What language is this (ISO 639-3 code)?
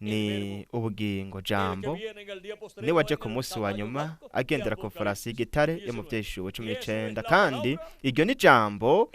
run